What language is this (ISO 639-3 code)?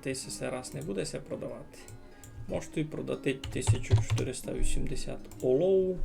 rue